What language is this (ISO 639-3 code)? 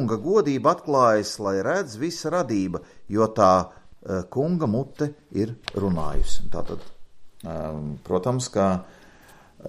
lav